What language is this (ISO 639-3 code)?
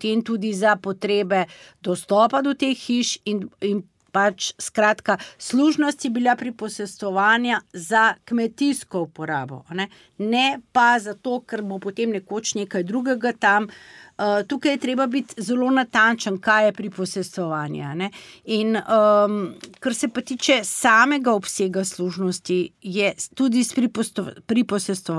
slv